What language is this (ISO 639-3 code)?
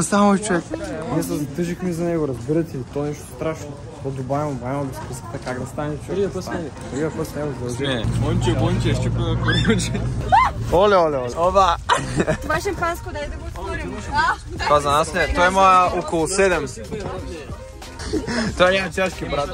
bul